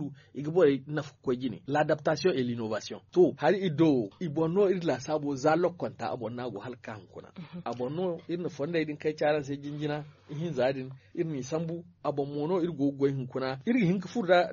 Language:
Zarma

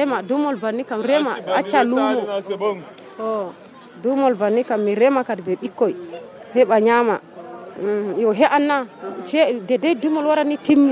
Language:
Nigerian Fulfulde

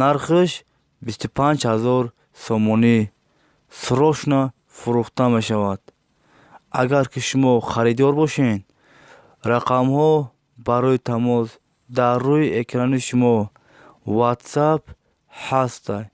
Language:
Tajik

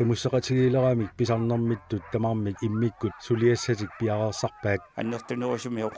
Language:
Kalaallisut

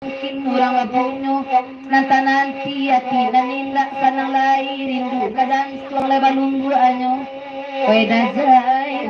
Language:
Minangkabau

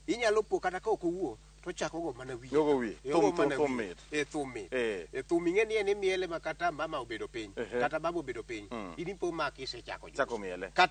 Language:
Luo (Kenya and Tanzania)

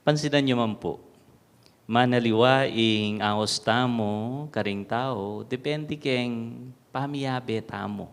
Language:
Pampanga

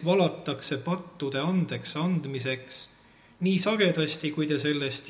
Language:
Estonian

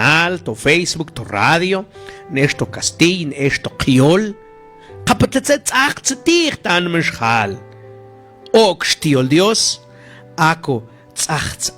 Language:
Mam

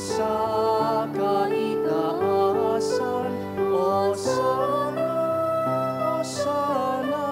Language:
Bikol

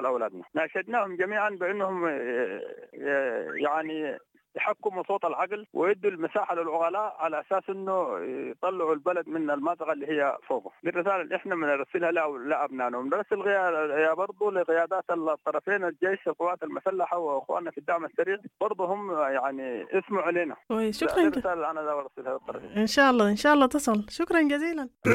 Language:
Sudanese Arabic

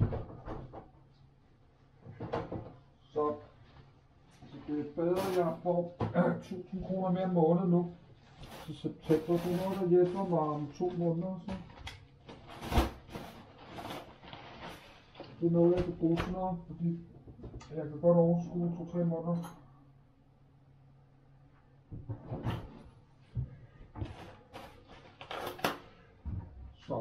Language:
Danish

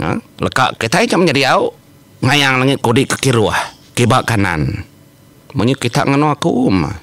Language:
Iban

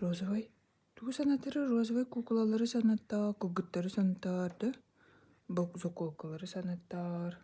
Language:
Yakut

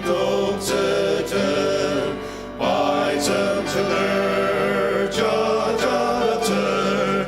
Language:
Ao Naga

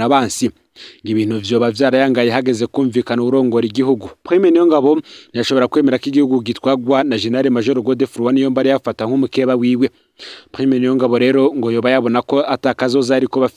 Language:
Rundi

